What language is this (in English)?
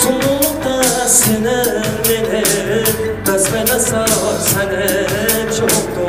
Kara-Kalpak